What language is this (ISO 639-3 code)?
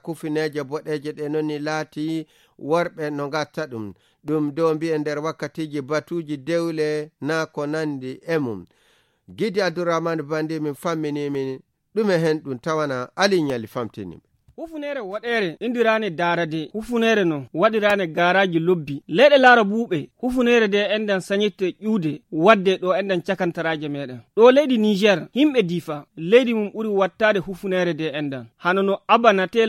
fuv